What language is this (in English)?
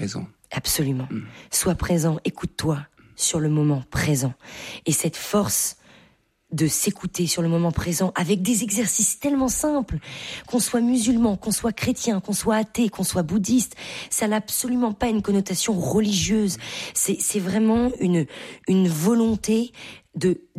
French